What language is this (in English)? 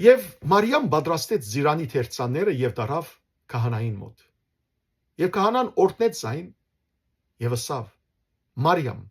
Western Armenian